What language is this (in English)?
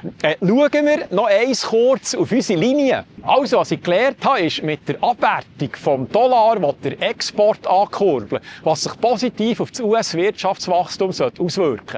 Swiss German